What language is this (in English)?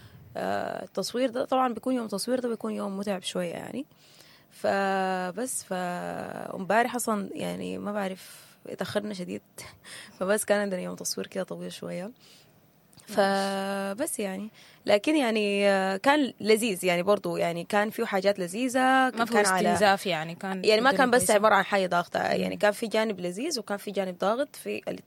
Sudanese Arabic